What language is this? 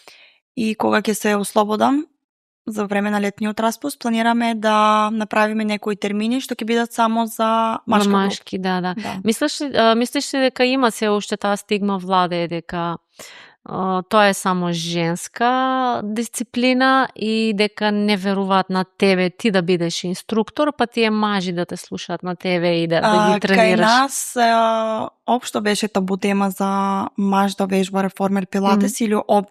Macedonian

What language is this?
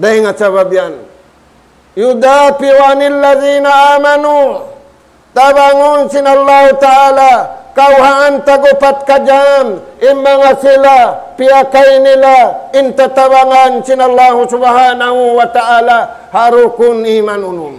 Tausug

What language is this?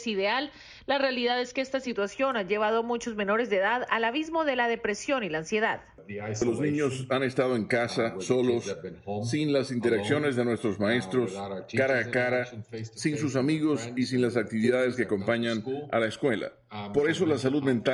Spanish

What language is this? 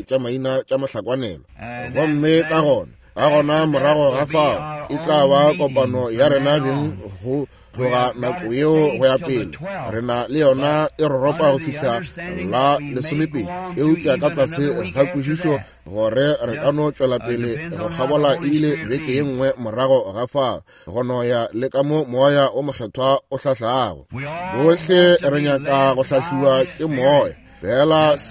Northern Sotho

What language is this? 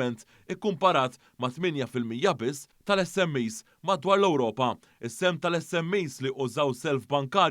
Maltese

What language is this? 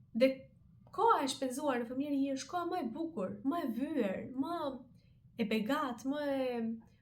Albanian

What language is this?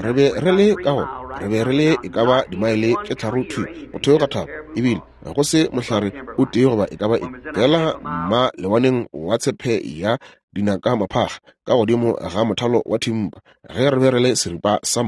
Northern Sotho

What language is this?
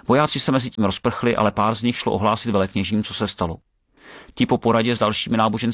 Czech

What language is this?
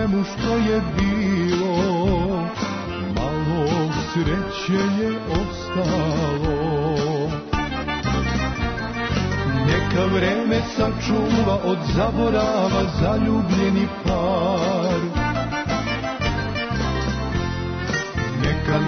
Serbian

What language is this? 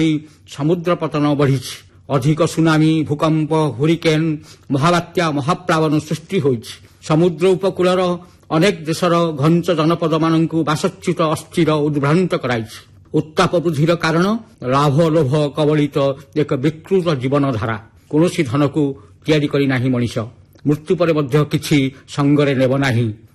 Odia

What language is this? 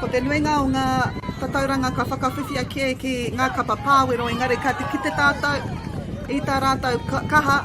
Māori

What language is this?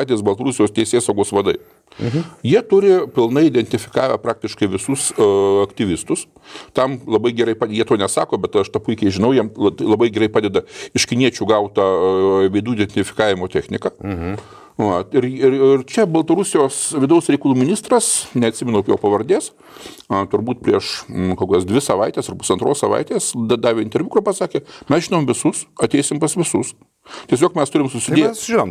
Lithuanian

